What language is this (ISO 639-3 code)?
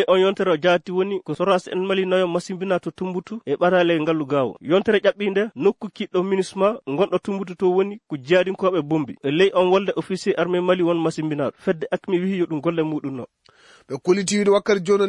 ful